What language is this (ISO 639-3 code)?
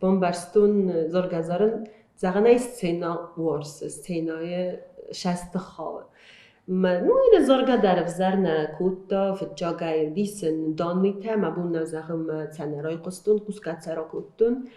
oss